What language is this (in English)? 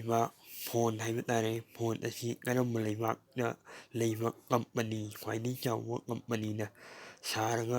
Manipuri